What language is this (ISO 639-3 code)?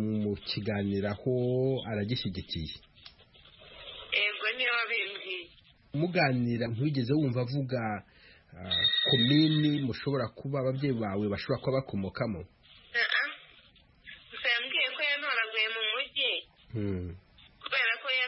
kin